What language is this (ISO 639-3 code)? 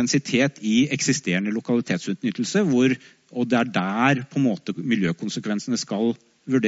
nor